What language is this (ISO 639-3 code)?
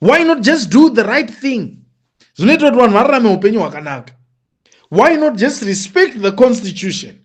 sna